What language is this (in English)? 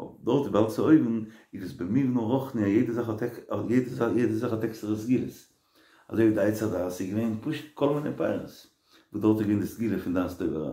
Yiddish